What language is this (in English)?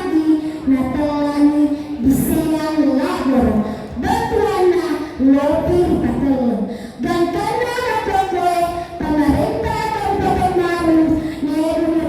Buginese